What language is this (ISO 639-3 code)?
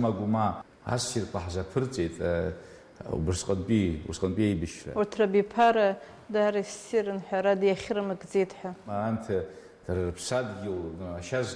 abk